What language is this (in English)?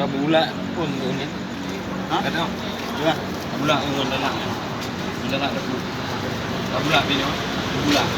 Achinese